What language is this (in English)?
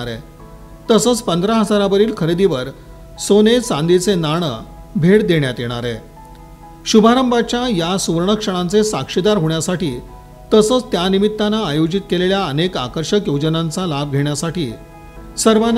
Marathi